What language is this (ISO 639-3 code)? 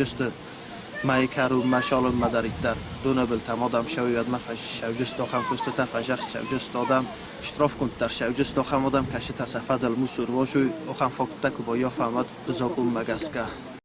oss